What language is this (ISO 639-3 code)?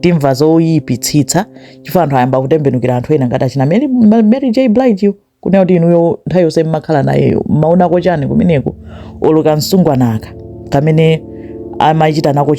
nya